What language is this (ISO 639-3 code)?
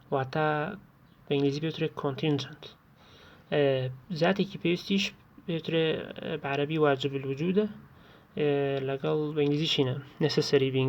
ckb